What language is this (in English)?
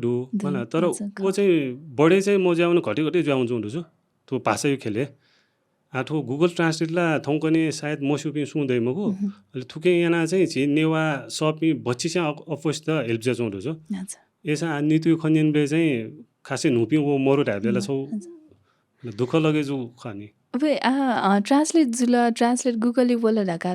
Newari